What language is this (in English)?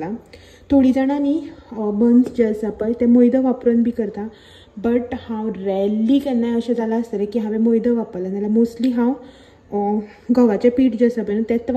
Konkani